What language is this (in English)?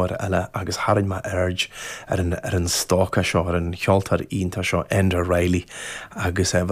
Irish